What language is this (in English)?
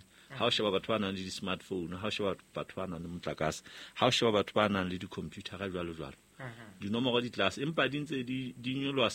Southern Sotho